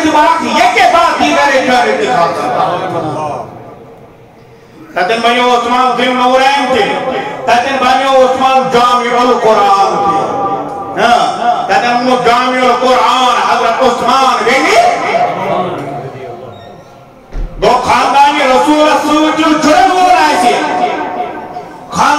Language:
Urdu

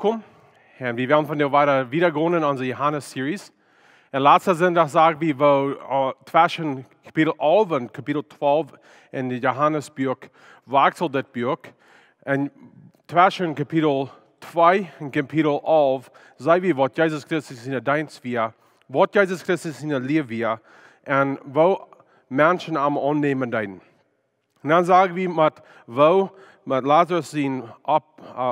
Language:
Plautdietsch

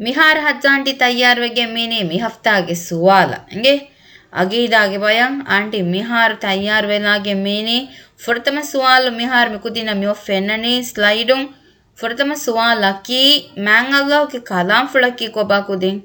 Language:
Divehi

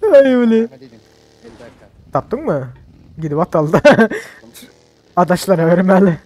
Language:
Turkmen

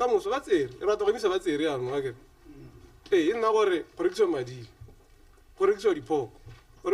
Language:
Tswana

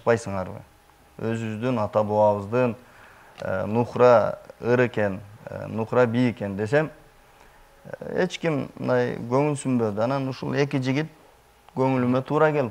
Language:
Kyrgyz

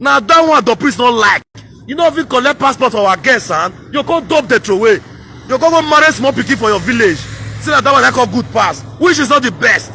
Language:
Nigerian Pidgin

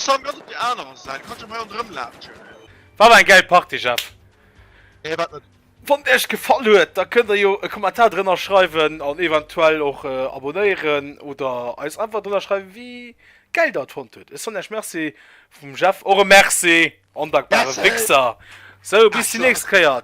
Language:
Luxembourgish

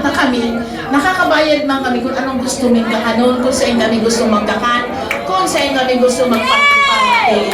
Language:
Bikol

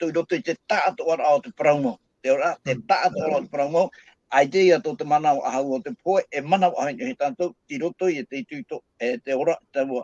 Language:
Tahitian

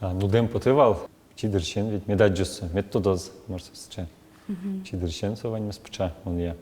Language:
Udmurt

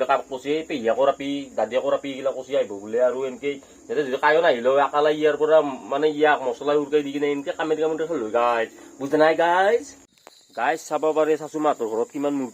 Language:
Assamese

